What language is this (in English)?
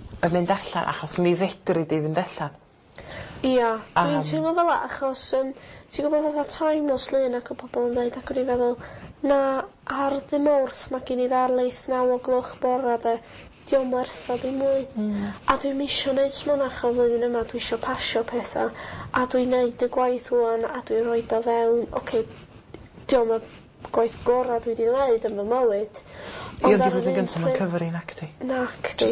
Welsh